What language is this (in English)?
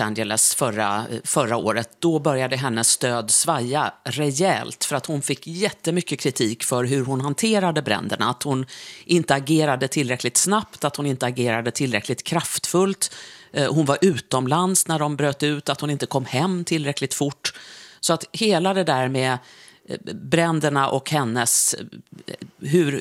Swedish